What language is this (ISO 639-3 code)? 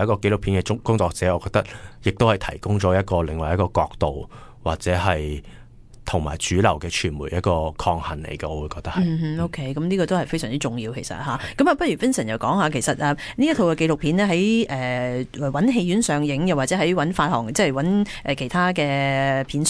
yue